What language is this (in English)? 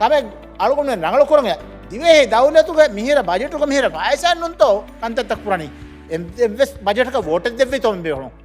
Divehi